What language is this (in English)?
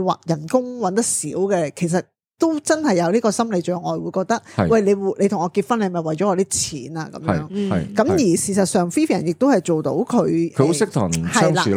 Cantonese